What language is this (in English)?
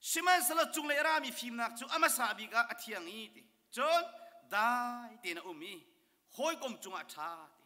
Hakha Chin